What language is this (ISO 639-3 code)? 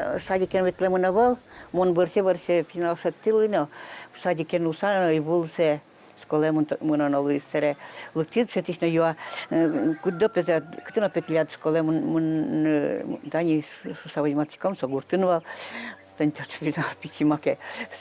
udm